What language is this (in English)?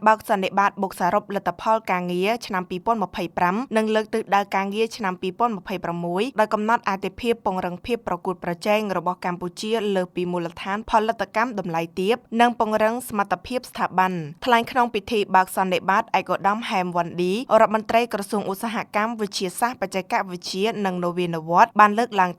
Khmer